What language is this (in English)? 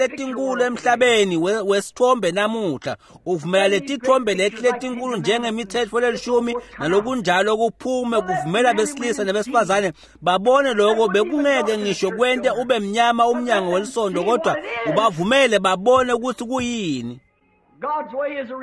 Swati